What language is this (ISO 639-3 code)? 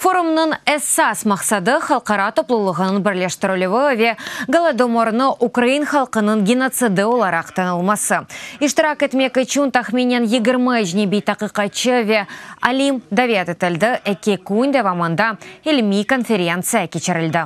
crh